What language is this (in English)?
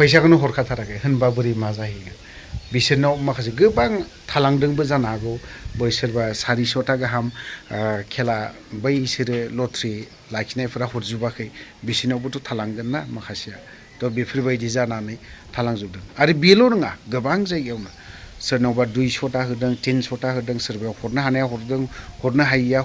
Bodo